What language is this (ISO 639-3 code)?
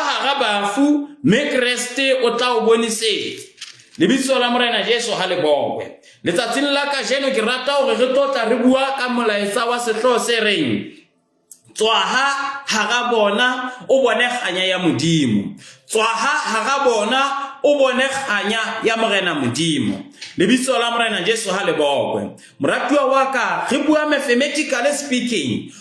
sot